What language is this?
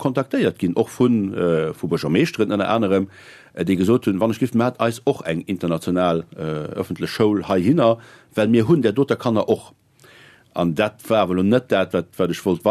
Luxembourgish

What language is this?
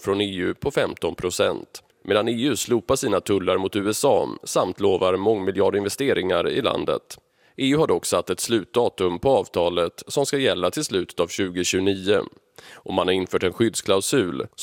Swedish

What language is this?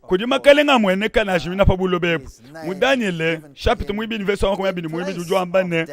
Luba-Lulua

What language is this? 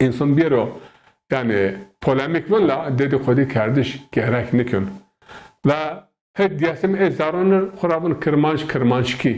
Zaza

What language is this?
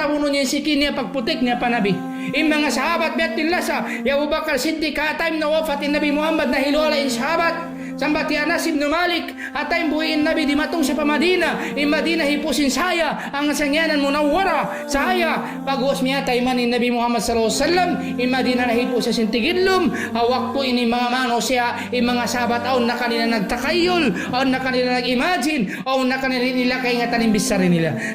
Tausug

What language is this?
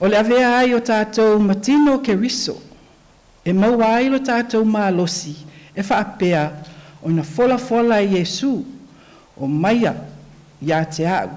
Samoan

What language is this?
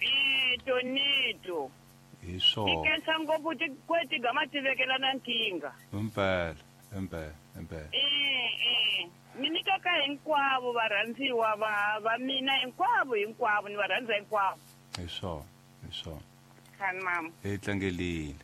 Tsonga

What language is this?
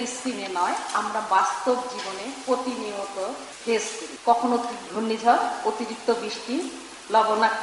Bangla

